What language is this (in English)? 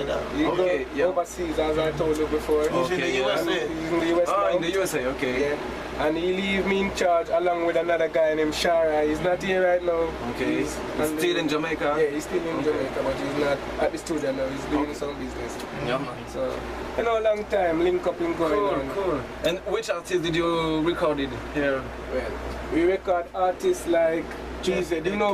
Jamaican Creole English